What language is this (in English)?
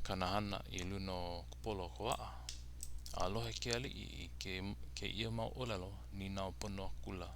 Hawaiian